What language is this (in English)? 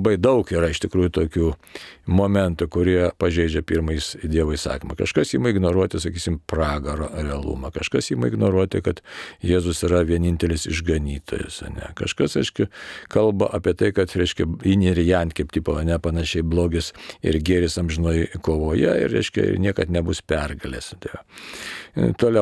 Lithuanian